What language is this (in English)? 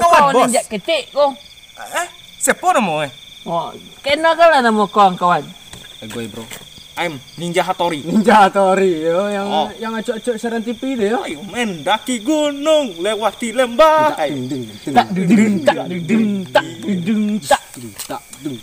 Minangkabau